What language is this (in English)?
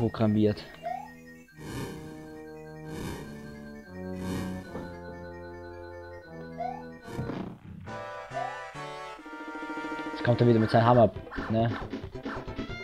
German